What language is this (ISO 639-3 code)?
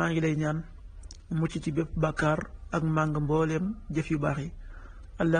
wol